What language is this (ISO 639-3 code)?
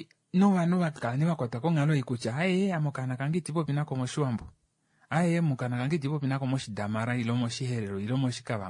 kua